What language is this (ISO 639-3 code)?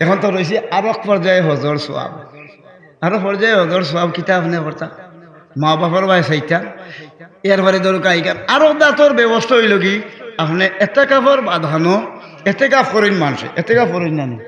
syl